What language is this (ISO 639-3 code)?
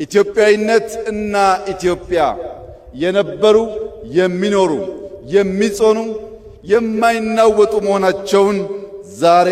amh